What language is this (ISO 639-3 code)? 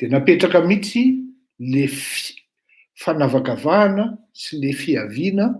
mlg